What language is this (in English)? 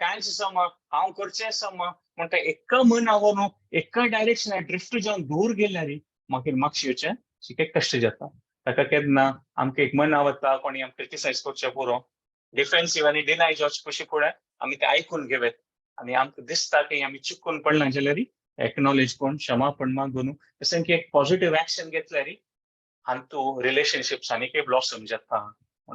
Konkani